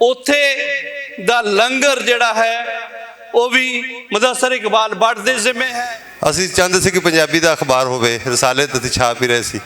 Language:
Western Panjabi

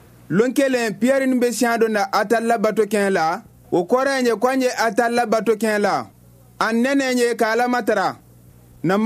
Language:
Bambara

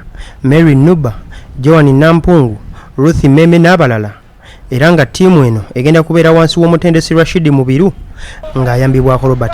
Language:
Ganda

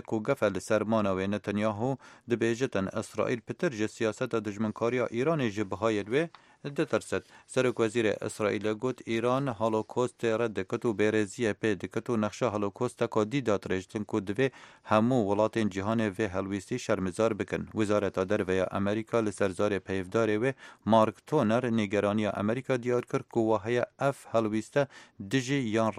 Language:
Kurdish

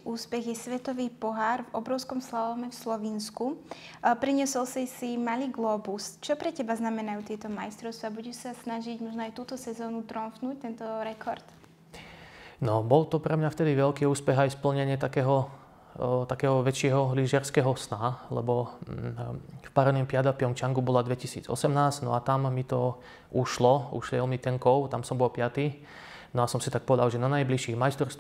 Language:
Slovak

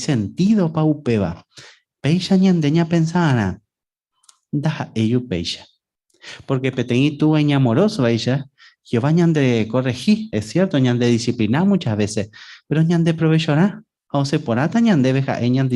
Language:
Guarani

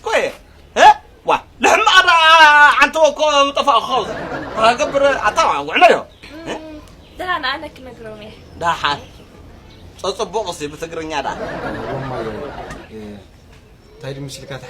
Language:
Tigrinya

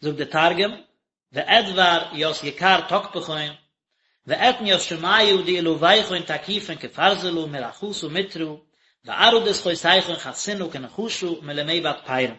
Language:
Yiddish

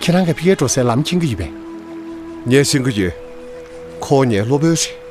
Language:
Tibetan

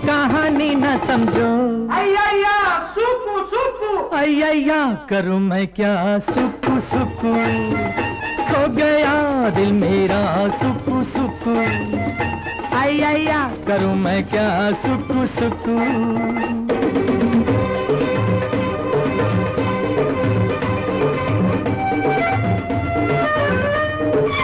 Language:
Hindi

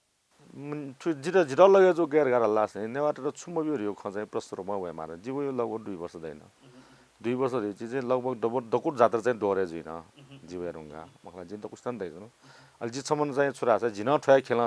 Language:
Newari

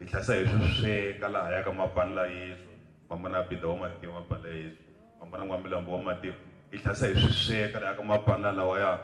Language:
Tsonga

